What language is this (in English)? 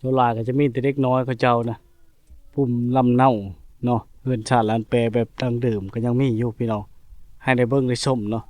Lao